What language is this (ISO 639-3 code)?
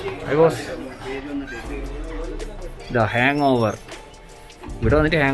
mal